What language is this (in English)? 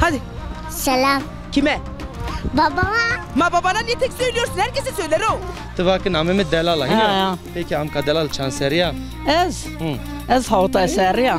Zaza